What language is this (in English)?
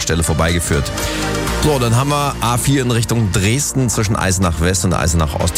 German